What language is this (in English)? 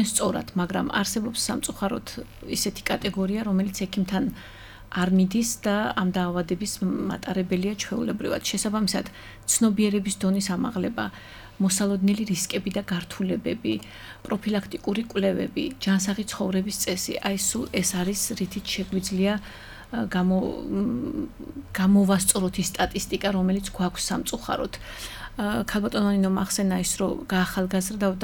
Georgian